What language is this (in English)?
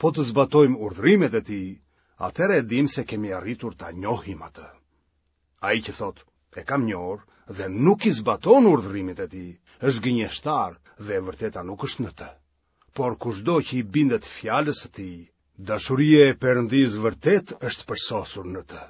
Albanian